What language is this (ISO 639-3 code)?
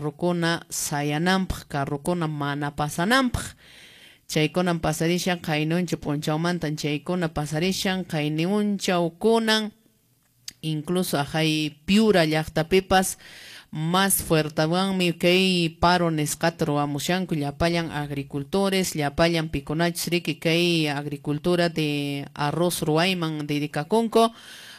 que